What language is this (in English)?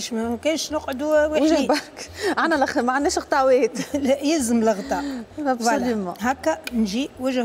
Tunisian Arabic